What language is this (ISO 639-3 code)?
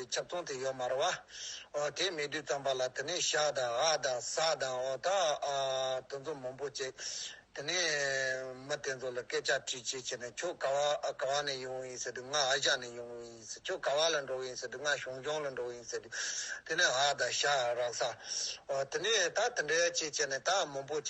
bod